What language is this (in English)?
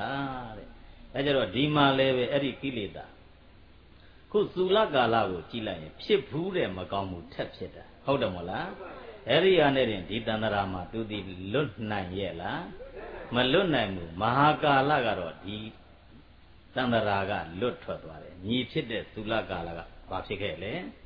Burmese